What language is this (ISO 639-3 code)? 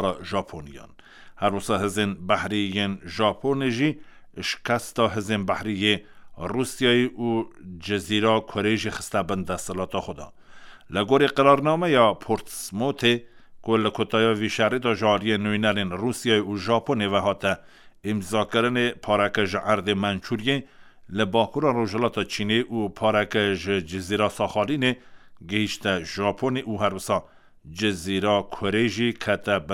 kur